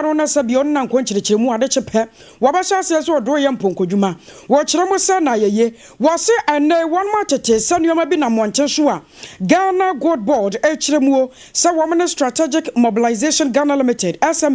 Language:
Akan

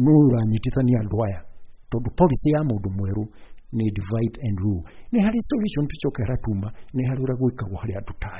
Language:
Kikuyu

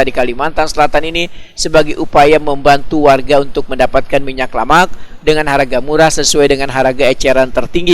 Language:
Banjar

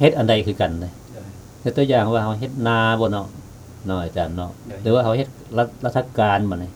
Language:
Lao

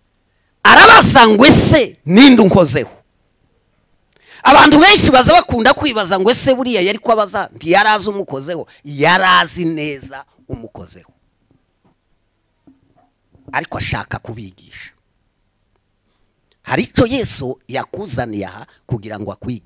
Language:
Kinyarwanda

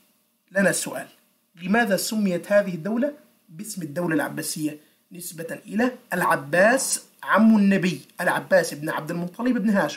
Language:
Arabic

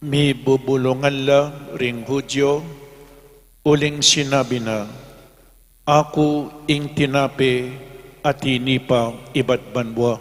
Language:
Pampanga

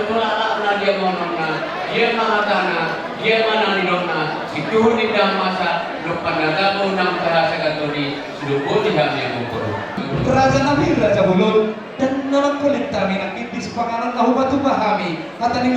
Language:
Batak Toba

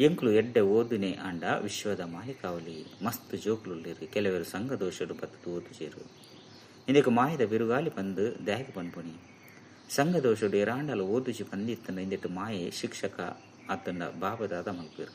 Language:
Tulu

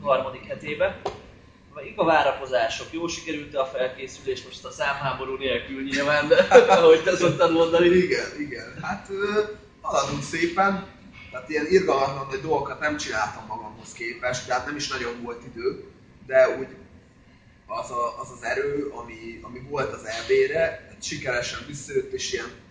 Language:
Hungarian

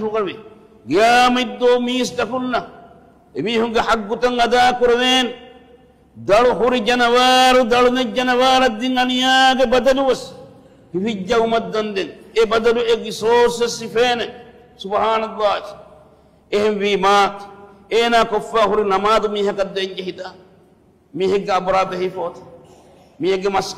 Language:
Divehi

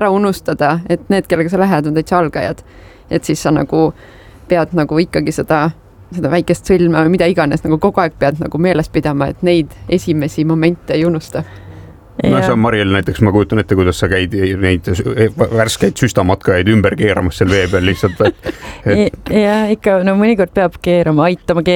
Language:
Estonian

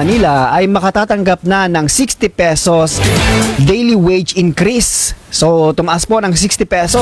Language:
Filipino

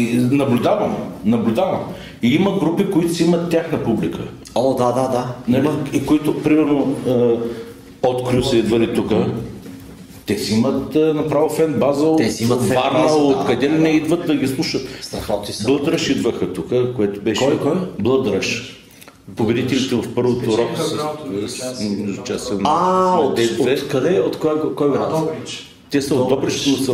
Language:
Bulgarian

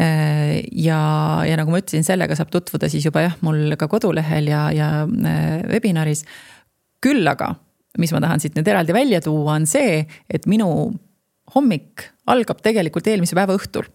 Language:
Estonian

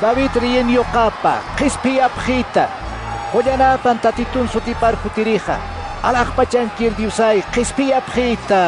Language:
Aymara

